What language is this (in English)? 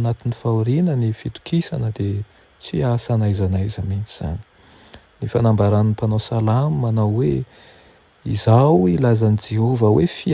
Malagasy